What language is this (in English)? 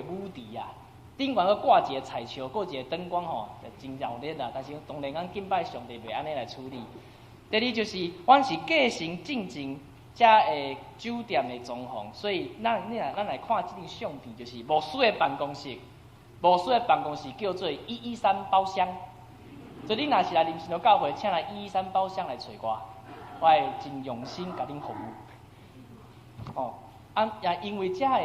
Min Nan Chinese